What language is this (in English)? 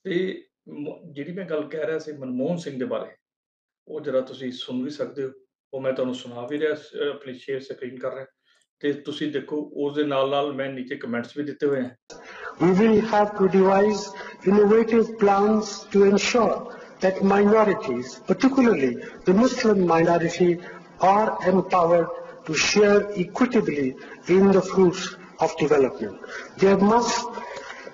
Punjabi